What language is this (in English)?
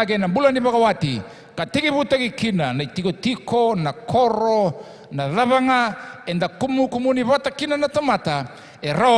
Fijian